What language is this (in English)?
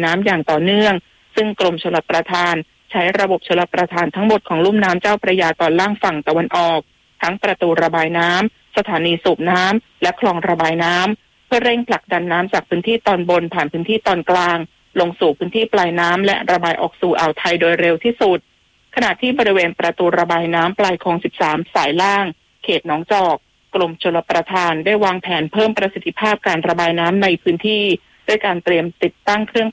Thai